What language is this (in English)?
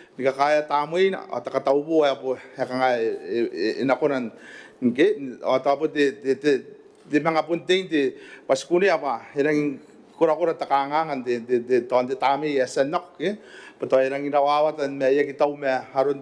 Gilbertese